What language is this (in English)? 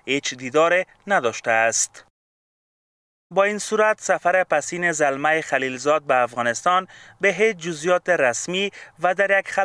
Persian